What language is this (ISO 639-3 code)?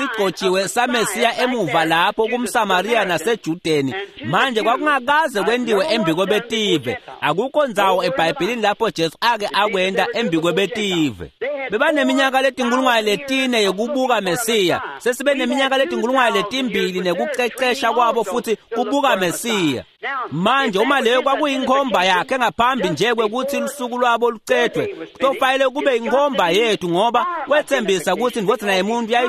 ssw